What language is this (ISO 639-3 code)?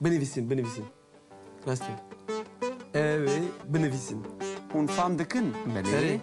kur